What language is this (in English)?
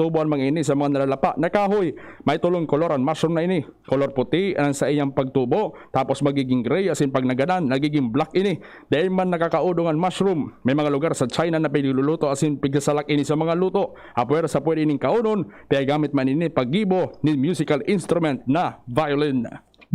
Bikol